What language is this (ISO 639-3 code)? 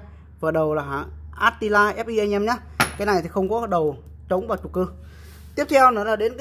vie